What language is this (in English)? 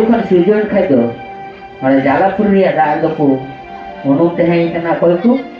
Santali